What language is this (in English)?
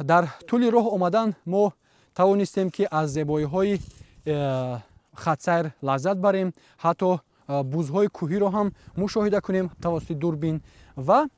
Tajik